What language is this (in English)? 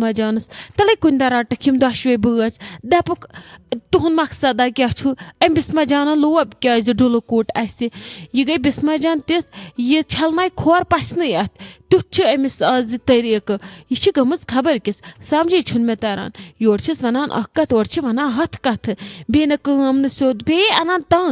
Kashmiri